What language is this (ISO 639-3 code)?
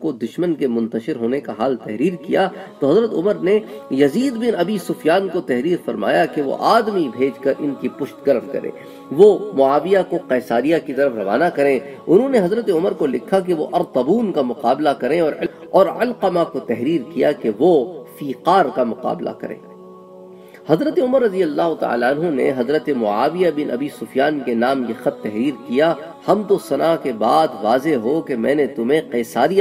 urd